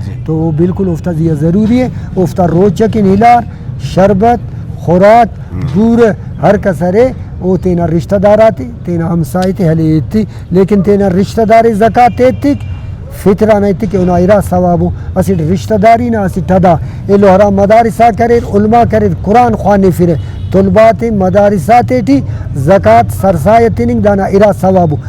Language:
Brahui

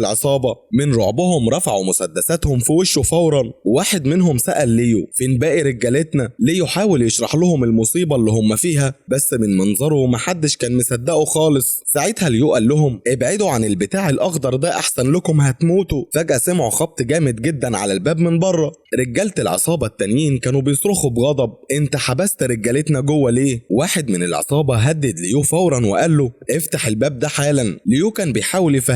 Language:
Egyptian Arabic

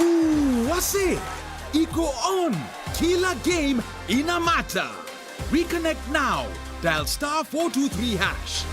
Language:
Meru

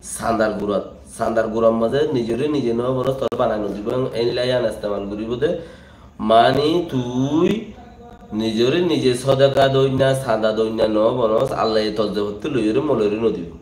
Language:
Rohingya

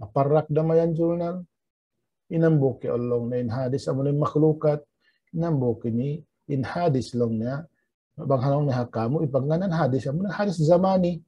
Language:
Tausug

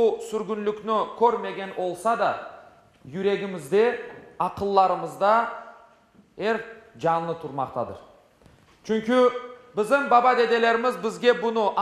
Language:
Crimean Tatar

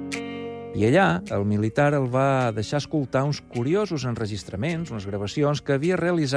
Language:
Catalan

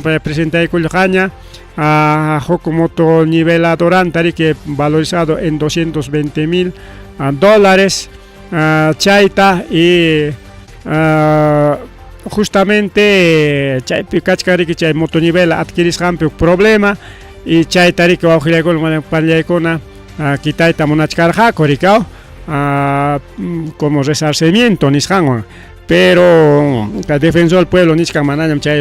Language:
Ayacucho Quechua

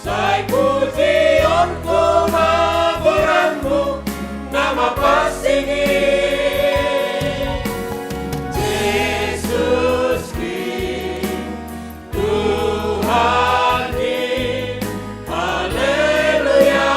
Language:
Batak Simalungun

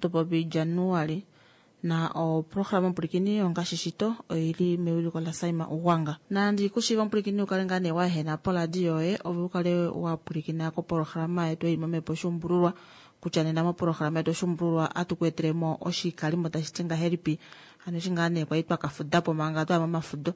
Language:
Kuanyama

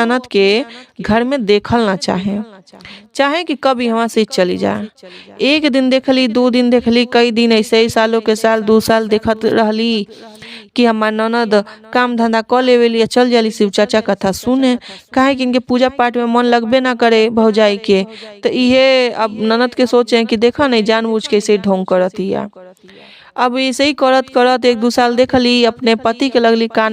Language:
Bhojpuri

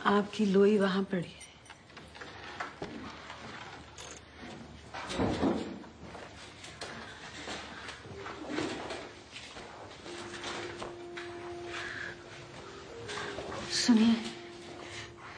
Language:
Hindi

